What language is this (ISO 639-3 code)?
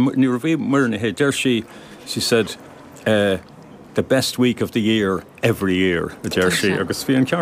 gle